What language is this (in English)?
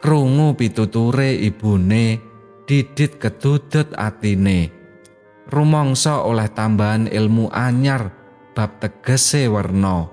Javanese